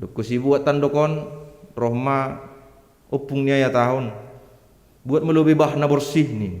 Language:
Batak Simalungun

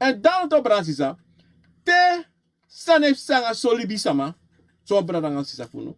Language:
Sranan Tongo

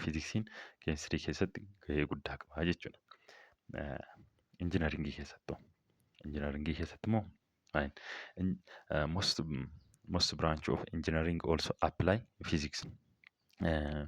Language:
Oromo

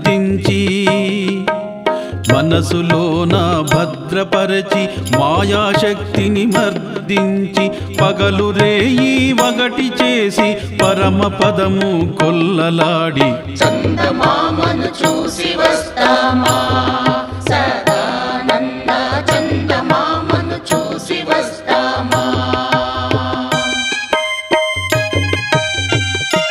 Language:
Telugu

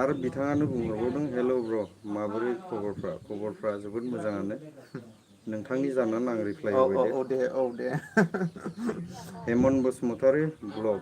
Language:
Bodo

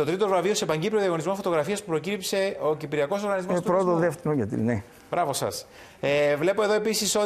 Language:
Greek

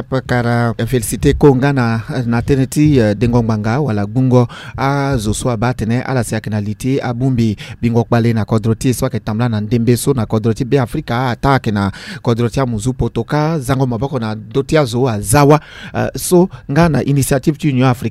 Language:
Sango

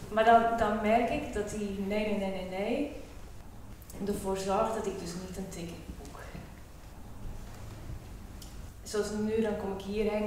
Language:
Dutch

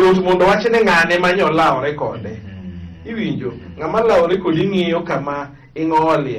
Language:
Luo (Kenya and Tanzania)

